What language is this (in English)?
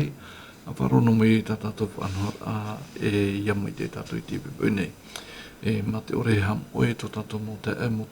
Tahitian